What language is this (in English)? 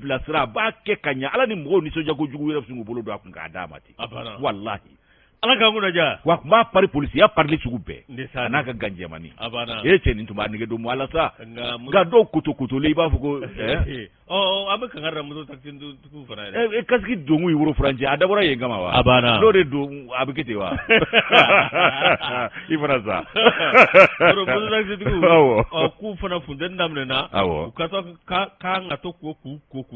Bambara